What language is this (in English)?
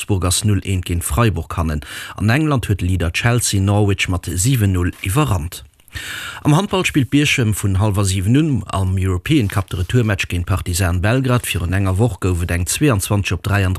Luxembourgish